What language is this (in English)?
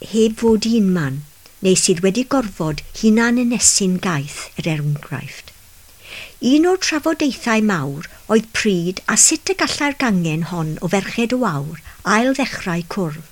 Welsh